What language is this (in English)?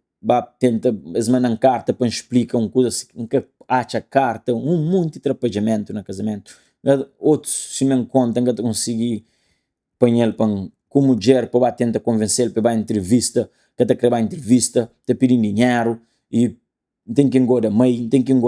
Kabuverdianu